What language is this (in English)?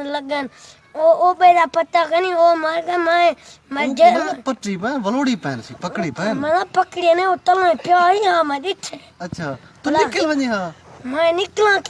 Saraiki